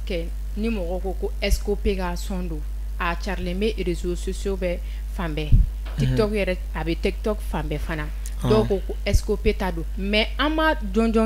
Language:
Bambara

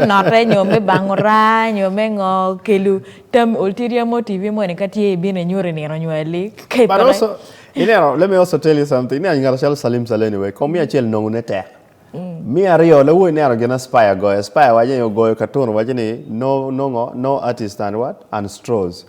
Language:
Acoli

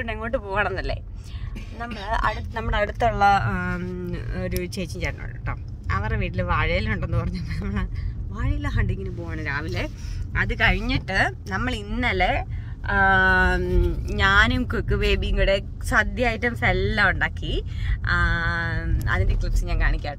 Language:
Malayalam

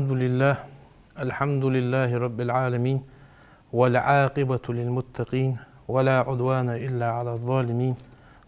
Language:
Ingush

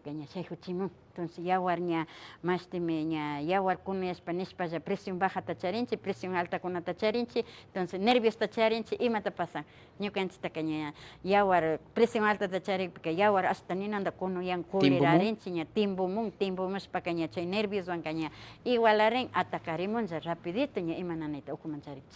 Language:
Imbabura Highland Quichua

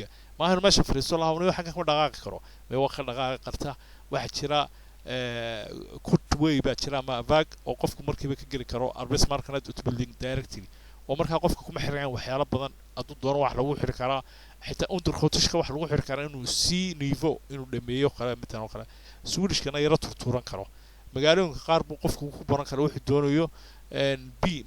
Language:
Somali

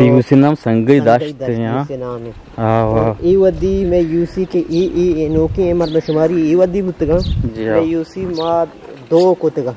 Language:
Eastern Balochi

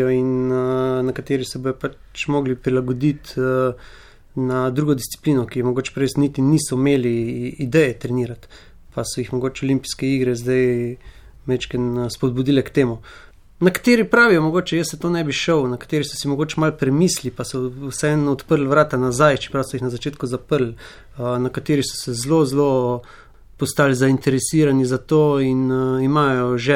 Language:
Slovenian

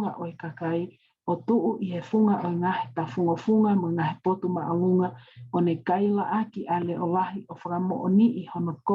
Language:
Tongan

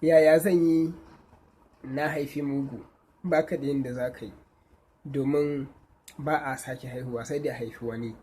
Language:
Hausa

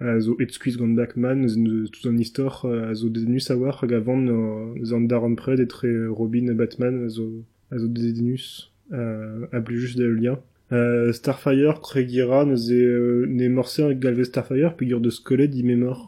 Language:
Breton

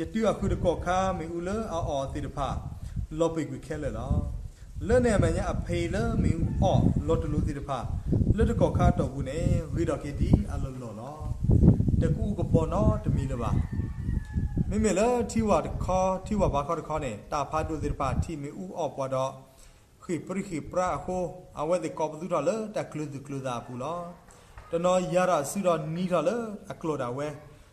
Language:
S'gaw Karen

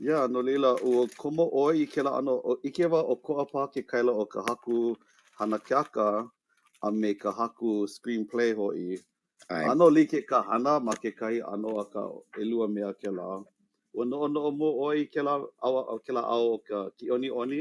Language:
Hawaiian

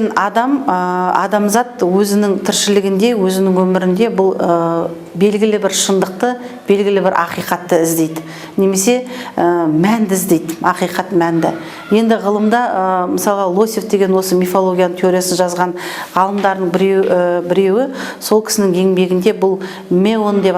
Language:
Kazakh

